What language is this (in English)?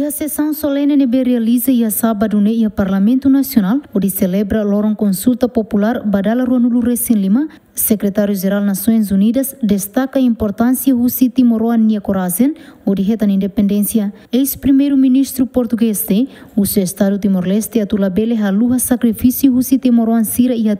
Tetum